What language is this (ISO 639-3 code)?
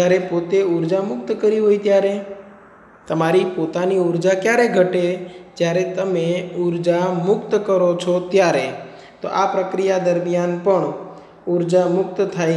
guj